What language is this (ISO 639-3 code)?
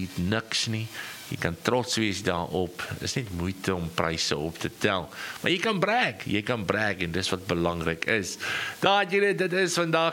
afr